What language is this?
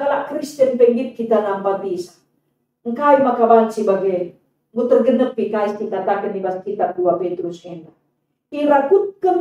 Batak Karo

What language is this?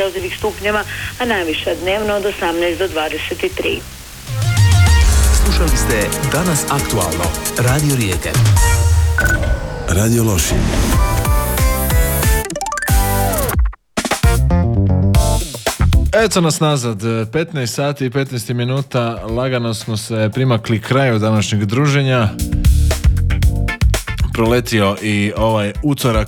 Croatian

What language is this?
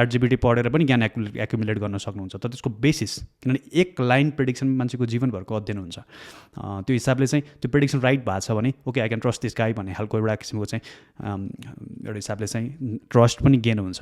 Nepali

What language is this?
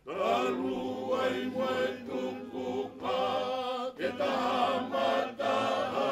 Tongan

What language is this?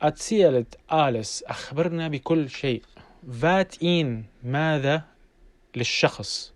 North Levantine Arabic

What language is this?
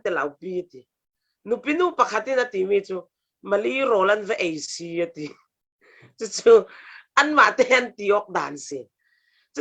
Falam Chin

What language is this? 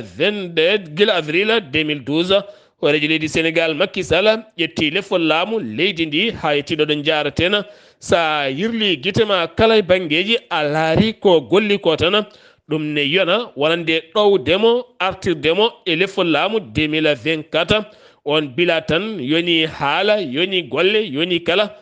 Fula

